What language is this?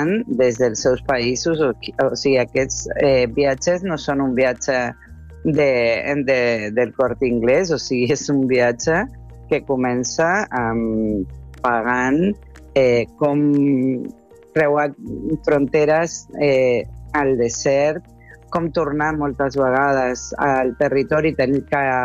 Catalan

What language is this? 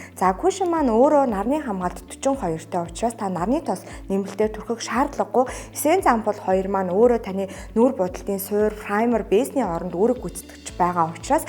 Mongolian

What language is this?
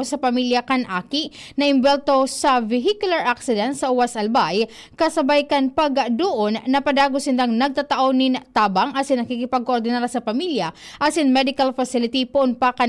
Bikol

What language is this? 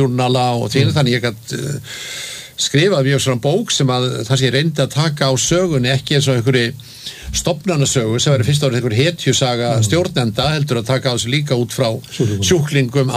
Icelandic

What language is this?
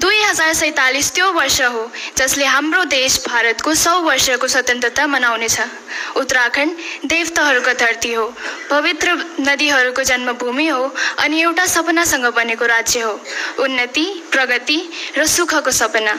Nepali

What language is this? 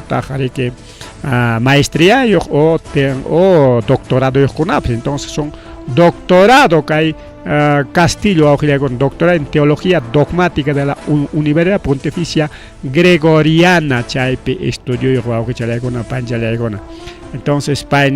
Ayacucho Quechua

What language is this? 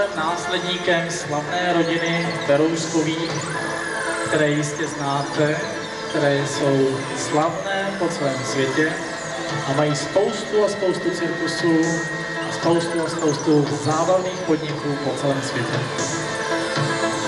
Czech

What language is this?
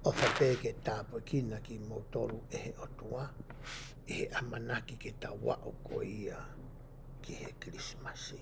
Tongan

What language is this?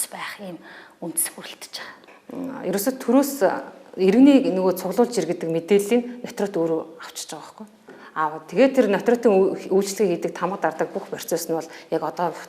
Mongolian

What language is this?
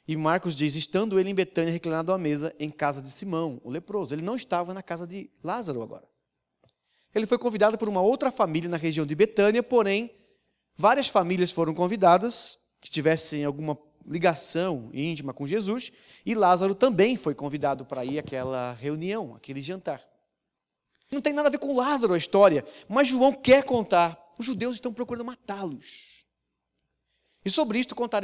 Portuguese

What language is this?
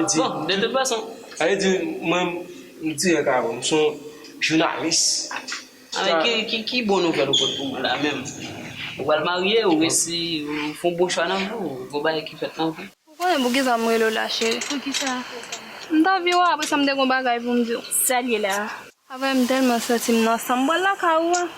Haitian Creole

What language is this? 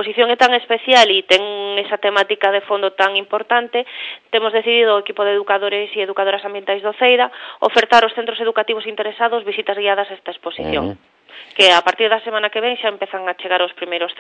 Galician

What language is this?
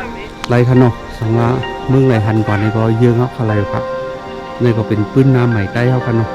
Shan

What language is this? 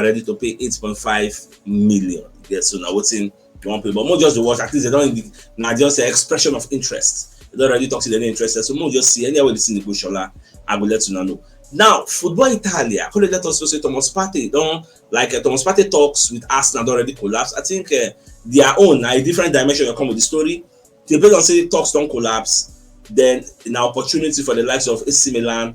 Nigerian Pidgin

